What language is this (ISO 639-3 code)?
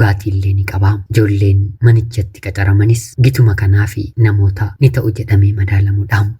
orm